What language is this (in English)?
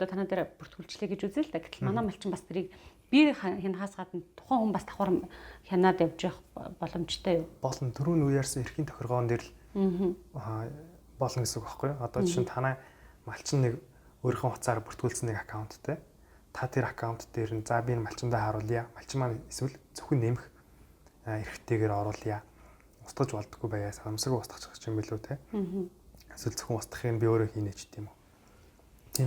Mongolian